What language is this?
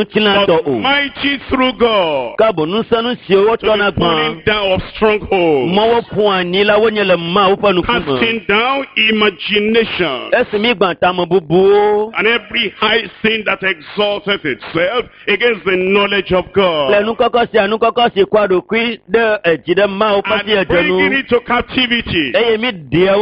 Ewe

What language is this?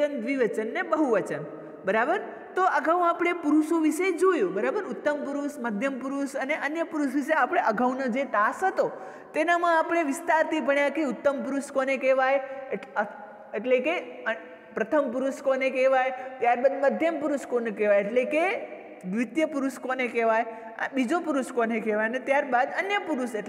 Gujarati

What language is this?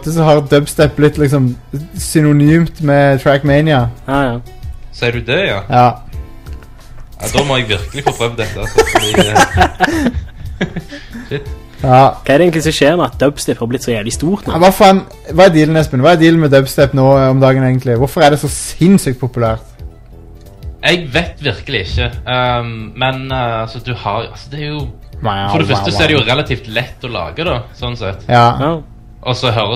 Norwegian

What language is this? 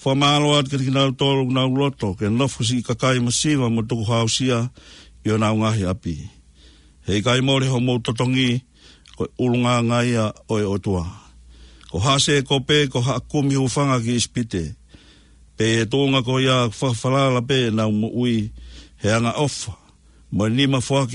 Tongan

